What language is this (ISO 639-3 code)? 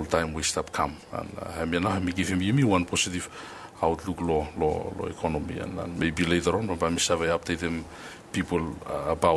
bis